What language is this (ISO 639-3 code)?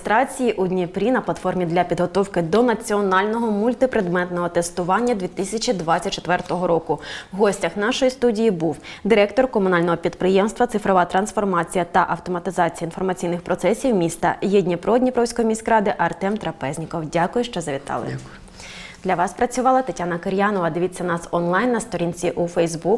ukr